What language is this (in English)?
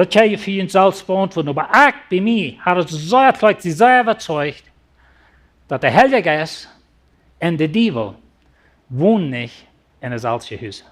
Plautdietsch